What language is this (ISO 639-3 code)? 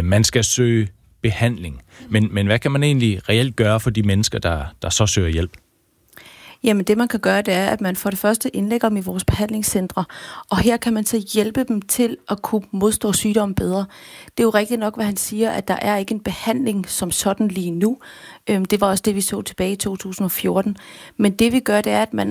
dan